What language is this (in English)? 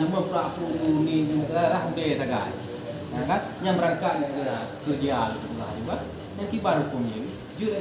Achinese